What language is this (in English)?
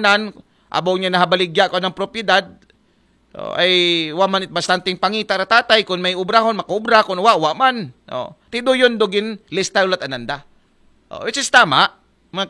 Aklanon